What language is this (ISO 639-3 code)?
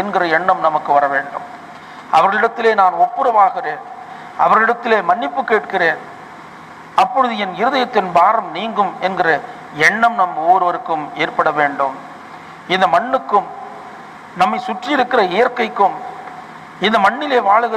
tam